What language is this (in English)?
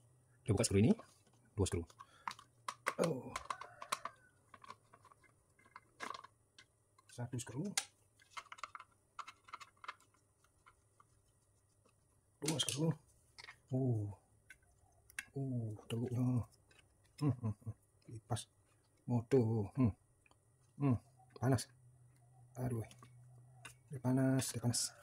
Malay